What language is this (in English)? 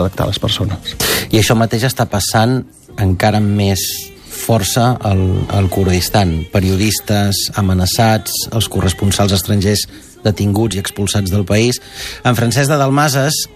Catalan